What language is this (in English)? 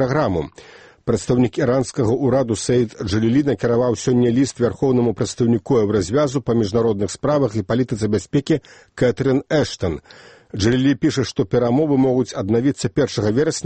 Belarusian